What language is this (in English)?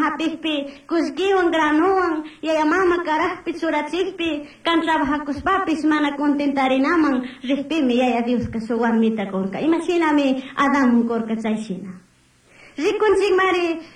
Chimborazo Highland Quichua